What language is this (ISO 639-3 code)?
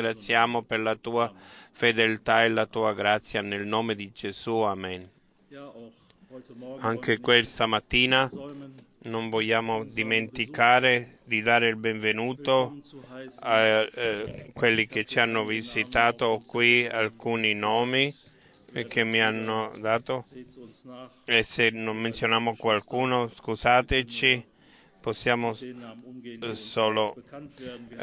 ita